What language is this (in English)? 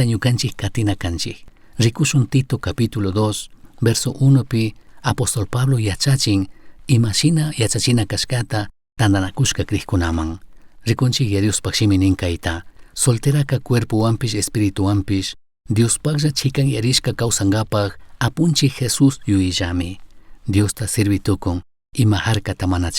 Chimborazo Highland Quichua